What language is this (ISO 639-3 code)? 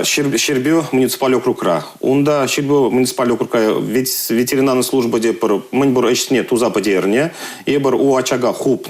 chv